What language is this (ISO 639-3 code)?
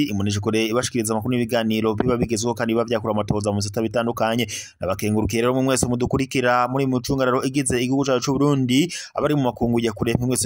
run